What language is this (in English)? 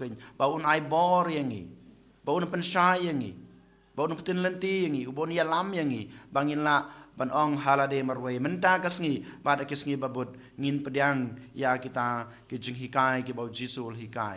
Khasi